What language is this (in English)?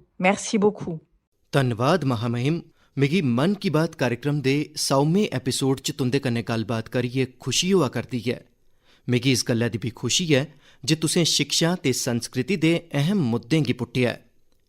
Dogri